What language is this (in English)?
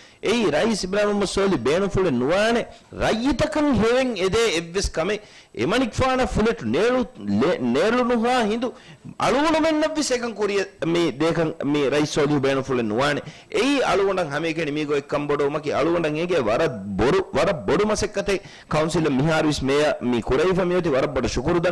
Divehi